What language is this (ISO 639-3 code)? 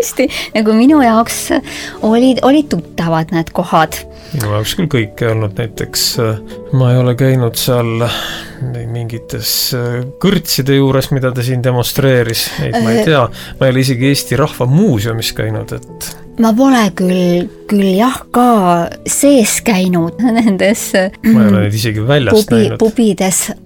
est